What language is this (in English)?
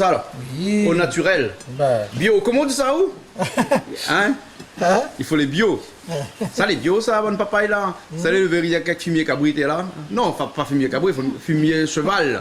Réunion Creole French